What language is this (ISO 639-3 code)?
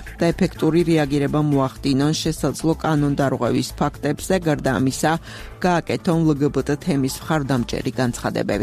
kat